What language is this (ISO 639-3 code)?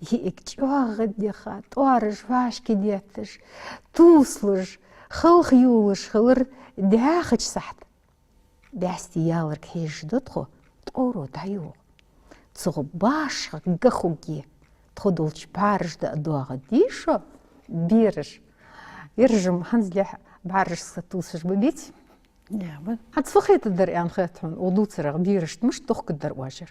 inh